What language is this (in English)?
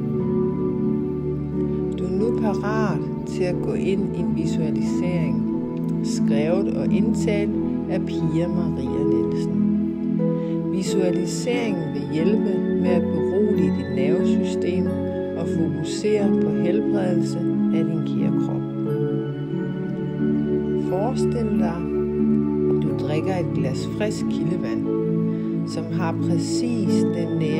Danish